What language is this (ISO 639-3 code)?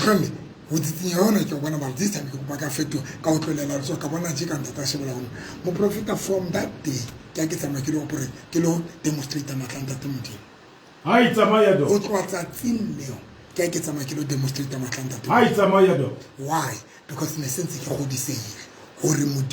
sot